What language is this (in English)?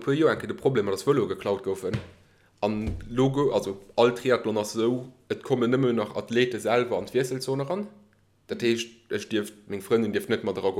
Luxembourgish